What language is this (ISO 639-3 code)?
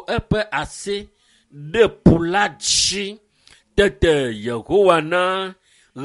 ewe